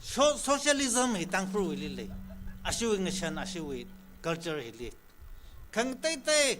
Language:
Tangkhul Naga (India)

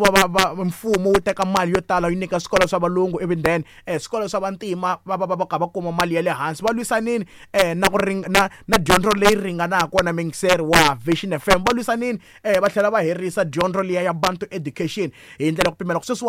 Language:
Tsonga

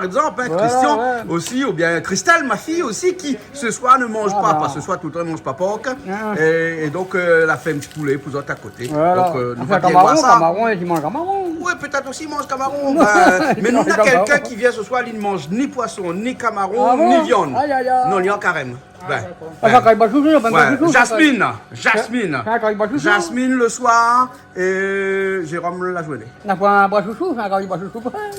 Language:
Réunion Creole French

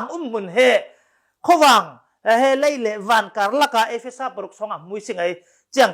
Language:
Falam Chin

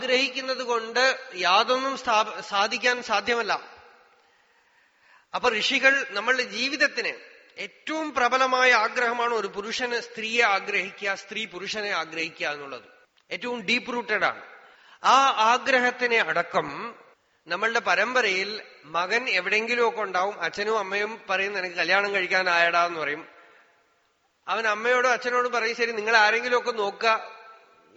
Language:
Malayalam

